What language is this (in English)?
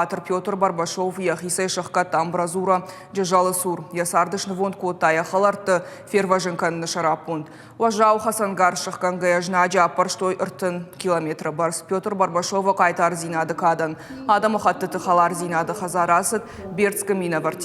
Ossetic